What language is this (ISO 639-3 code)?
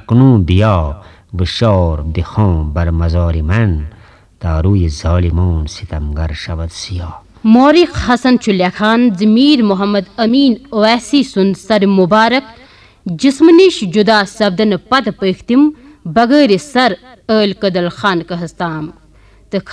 kas